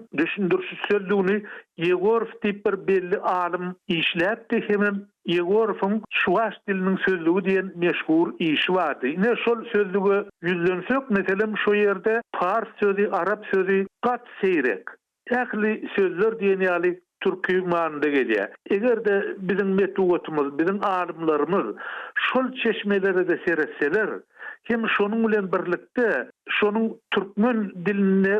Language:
Turkmen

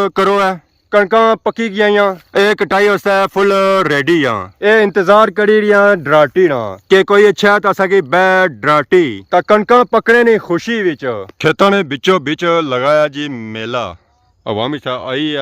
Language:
Pahari-Potwari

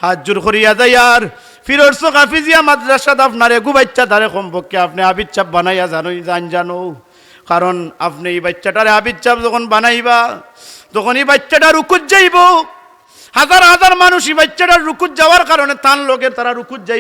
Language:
Sylheti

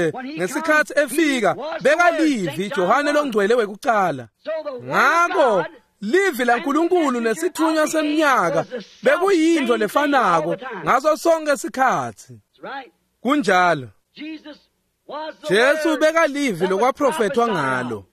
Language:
Swati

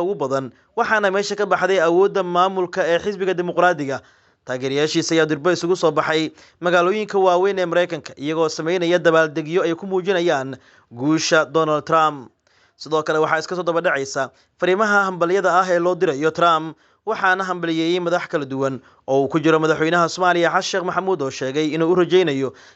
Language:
Somali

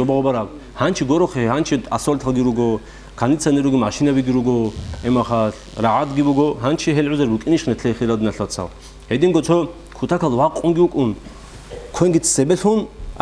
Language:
Avaric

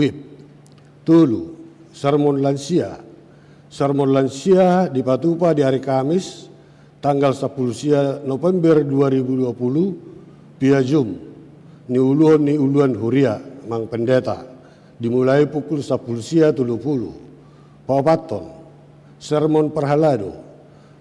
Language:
Batak Toba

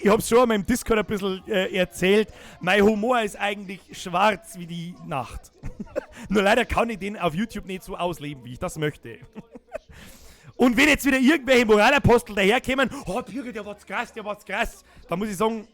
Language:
Bavarian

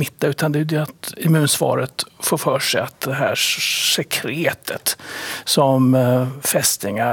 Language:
Swedish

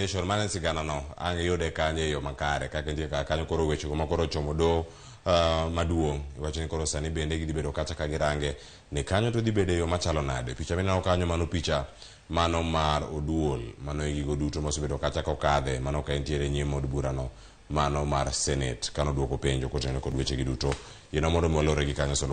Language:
Luo (Kenya and Tanzania)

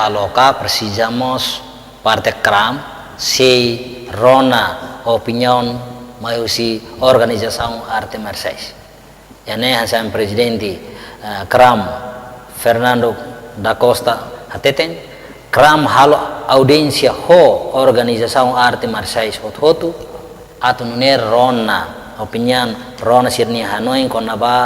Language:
Tetum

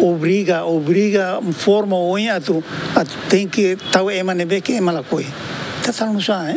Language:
Tetum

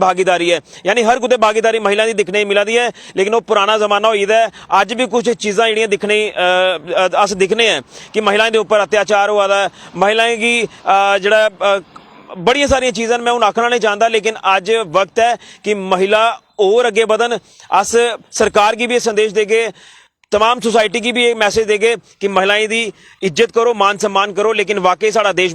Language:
Dogri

